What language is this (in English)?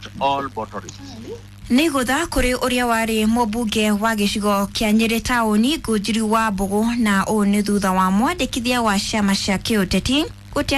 Kikuyu